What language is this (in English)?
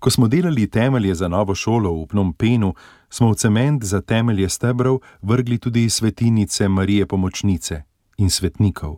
Slovenian